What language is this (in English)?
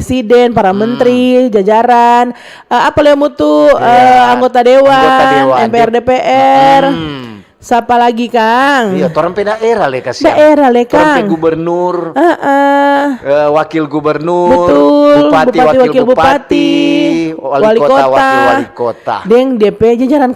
Manado Malay